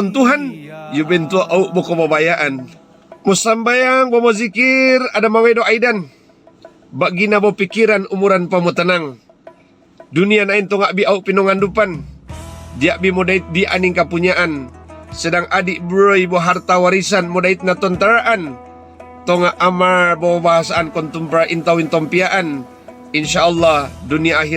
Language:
Mongondow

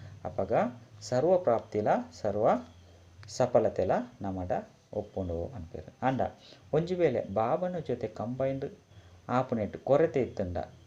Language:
Tulu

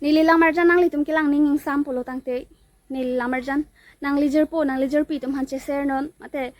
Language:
Karbi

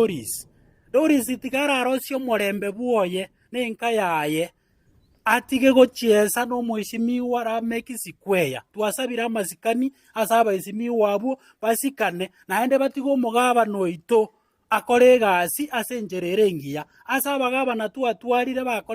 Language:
Gusii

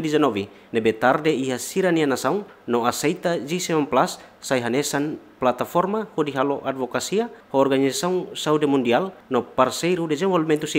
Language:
Tetum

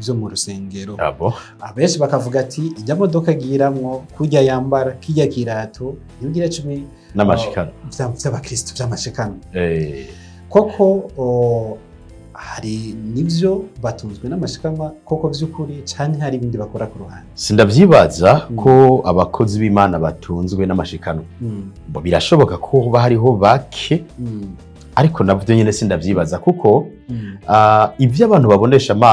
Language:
Rundi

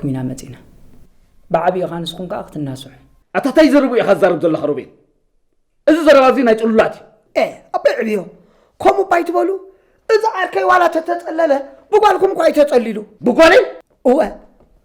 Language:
Tigrinya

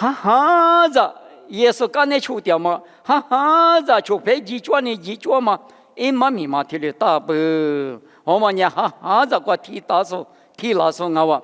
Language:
Lisu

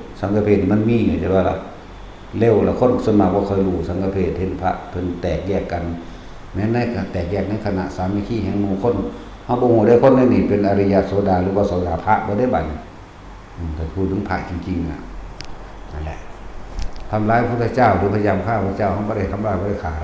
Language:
Northeastern Thai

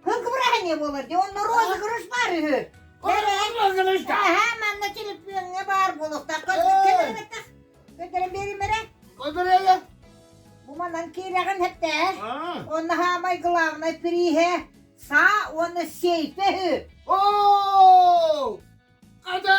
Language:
Yakut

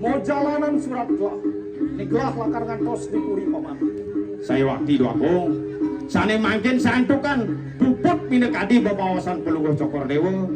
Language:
Balinese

